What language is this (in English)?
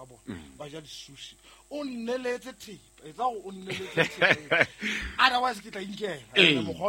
Southern Sotho